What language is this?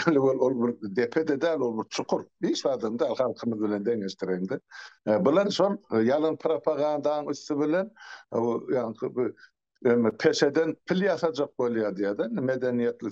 Turkmen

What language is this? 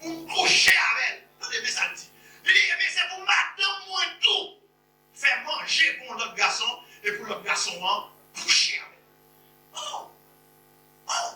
Haitian Creole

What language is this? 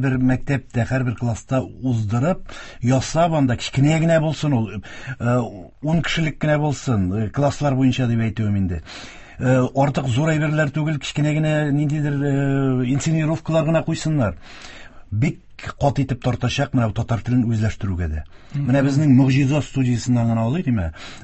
Tatar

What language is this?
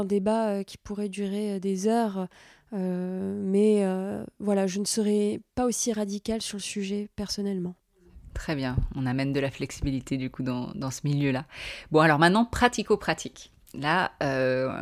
French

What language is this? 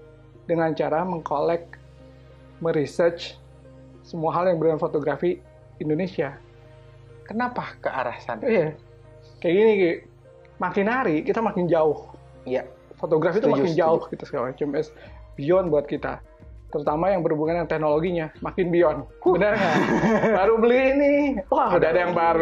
Indonesian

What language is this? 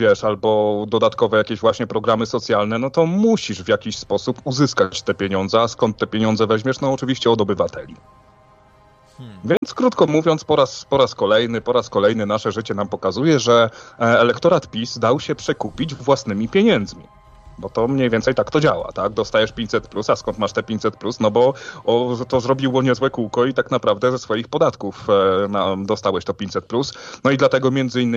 Polish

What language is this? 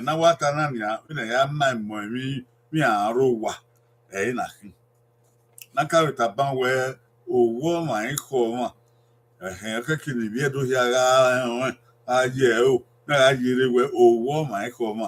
Bini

